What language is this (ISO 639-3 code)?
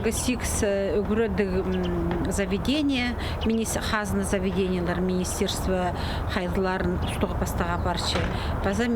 kjh